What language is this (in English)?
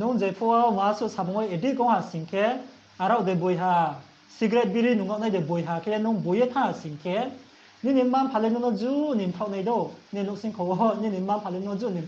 Riang (India)